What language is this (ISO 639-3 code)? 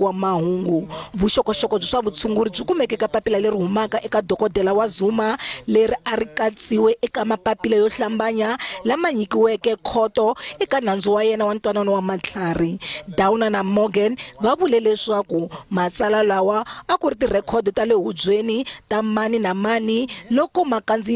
tso